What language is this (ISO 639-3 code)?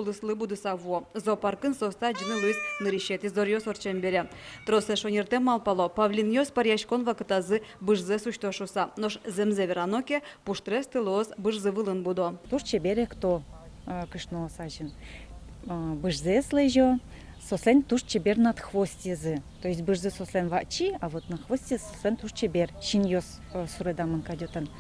udm